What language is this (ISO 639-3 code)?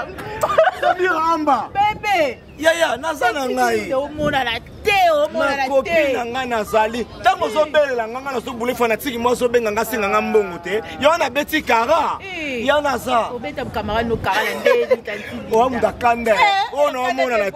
lin